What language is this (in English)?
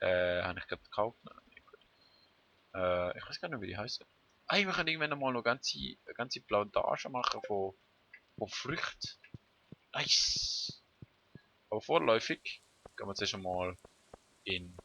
Swiss German